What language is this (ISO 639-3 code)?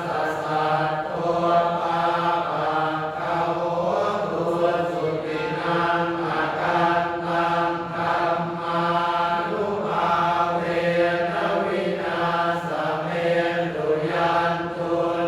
pli